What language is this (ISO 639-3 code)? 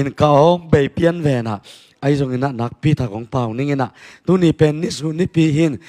ctd